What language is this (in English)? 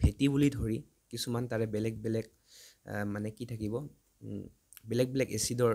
Assamese